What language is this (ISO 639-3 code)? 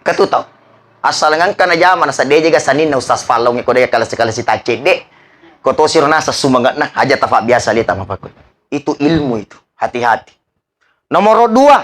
bug